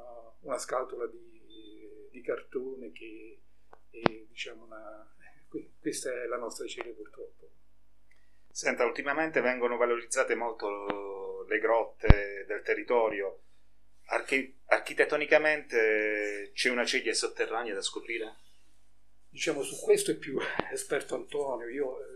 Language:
Italian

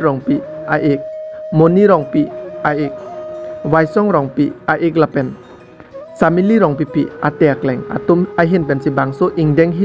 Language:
Karbi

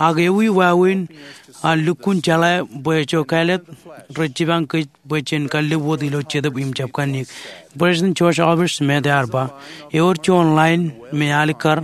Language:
Marshallese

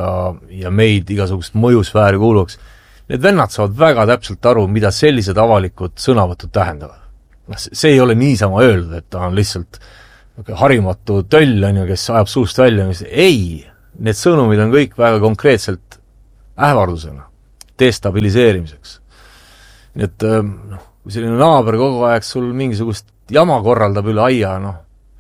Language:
Estonian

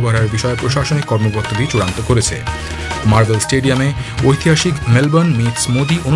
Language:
Bangla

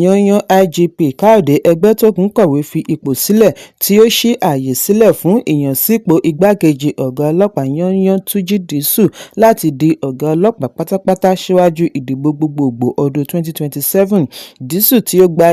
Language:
Yoruba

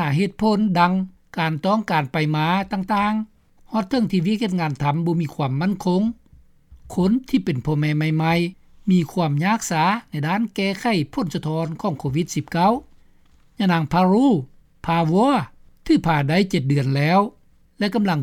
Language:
Lao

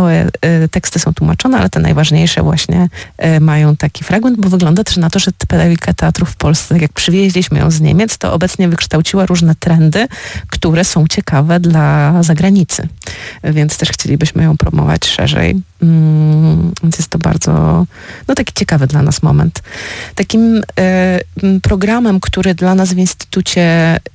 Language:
Polish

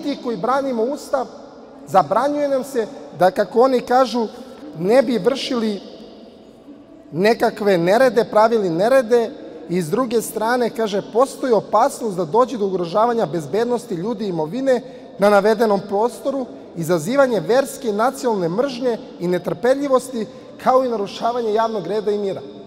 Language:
Serbian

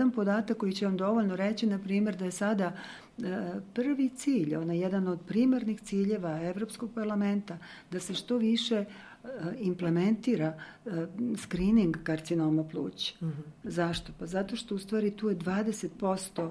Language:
Serbian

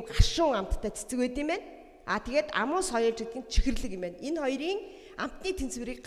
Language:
Mongolian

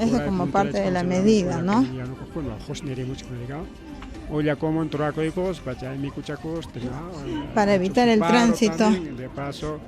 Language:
Ayacucho Quechua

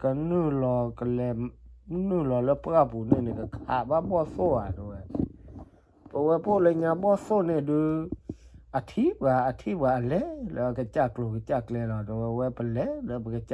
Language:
S'gaw Karen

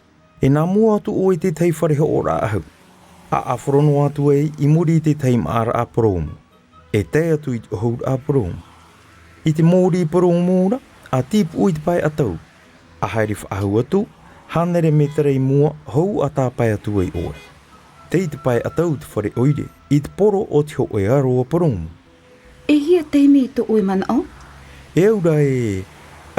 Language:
Tahitian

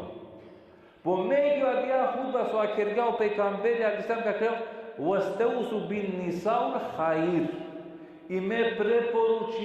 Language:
Balkan Romani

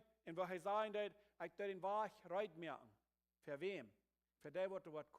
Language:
Plautdietsch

